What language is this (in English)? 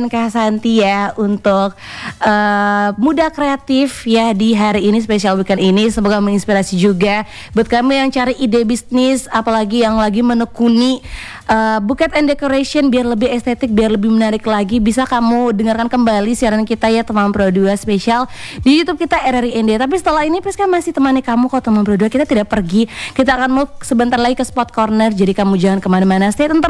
Indonesian